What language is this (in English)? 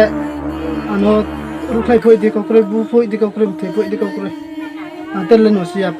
Riang (India)